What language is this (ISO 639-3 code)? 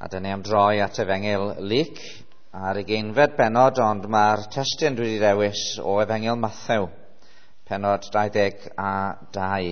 cym